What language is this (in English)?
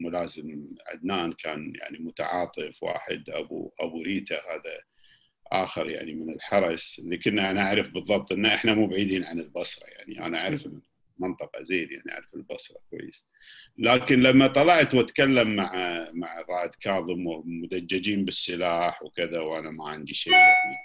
Gulf Arabic